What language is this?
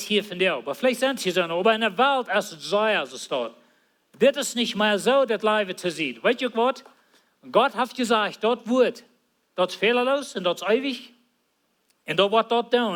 Plautdietsch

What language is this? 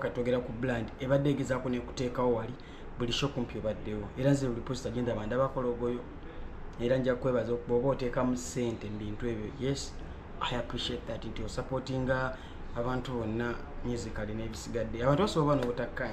Ganda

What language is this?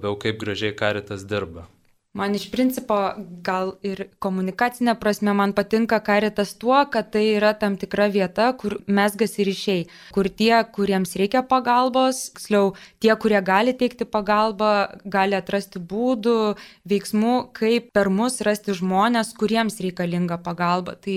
Lithuanian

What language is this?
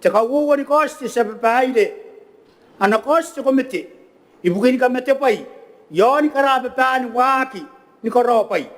Gilbertese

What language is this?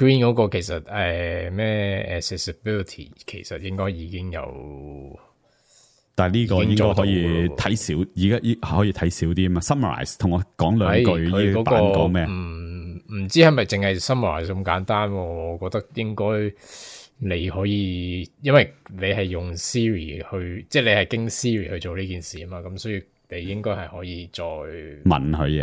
Cantonese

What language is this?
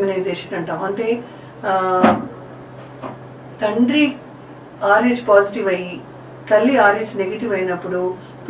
Telugu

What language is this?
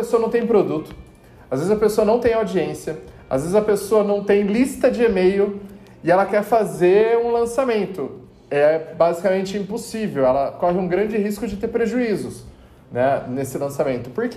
Portuguese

